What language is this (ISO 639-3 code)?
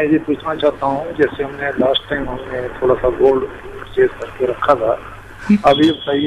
hin